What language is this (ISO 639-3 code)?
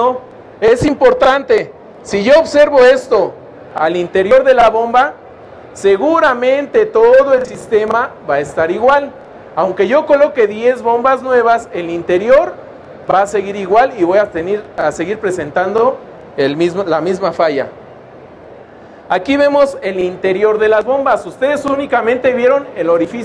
spa